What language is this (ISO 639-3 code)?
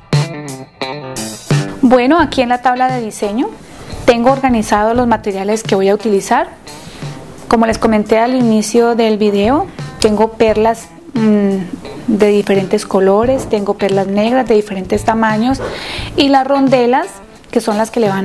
spa